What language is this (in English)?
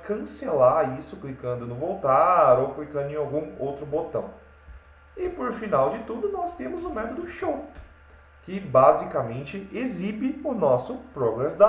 Portuguese